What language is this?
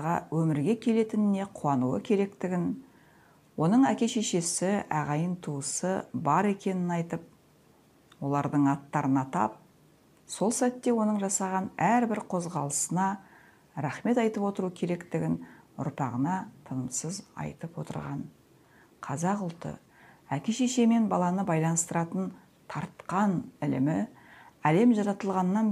Kazakh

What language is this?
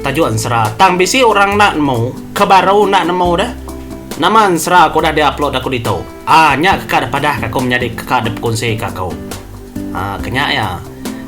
Iban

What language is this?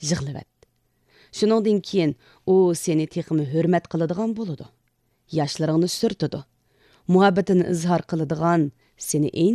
Uyghur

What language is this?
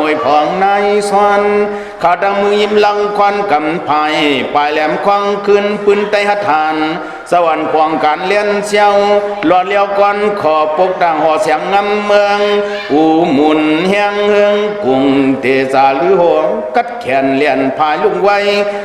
Shan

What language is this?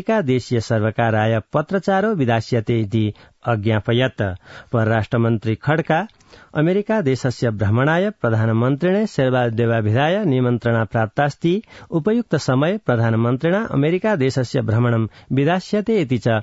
Sanskrit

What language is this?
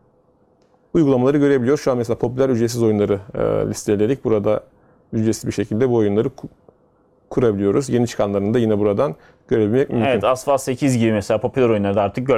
Turkish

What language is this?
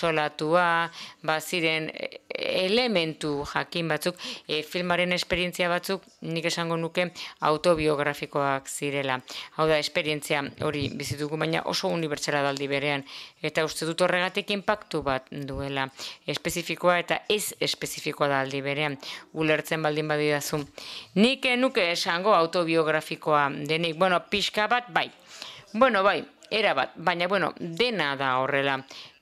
Basque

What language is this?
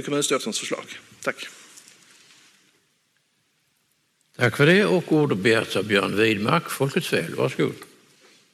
Swedish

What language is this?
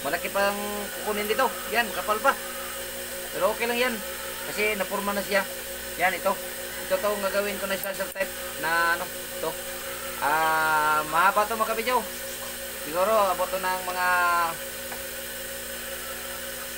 Filipino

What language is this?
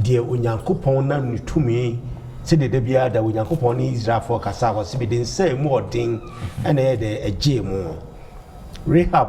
Akan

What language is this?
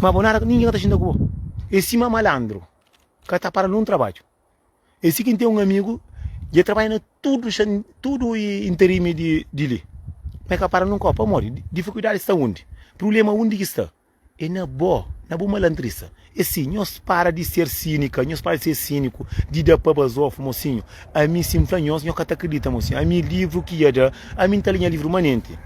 Kabuverdianu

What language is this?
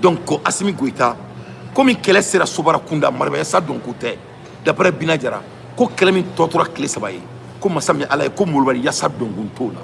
Bambara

